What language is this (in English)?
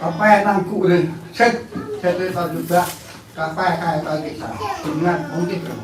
Central Mnong